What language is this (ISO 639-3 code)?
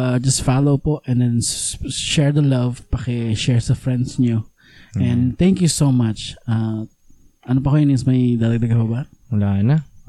fil